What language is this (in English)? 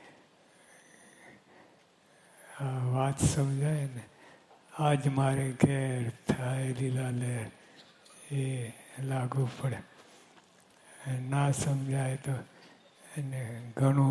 Gujarati